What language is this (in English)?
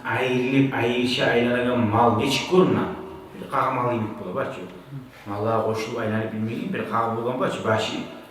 Kumyk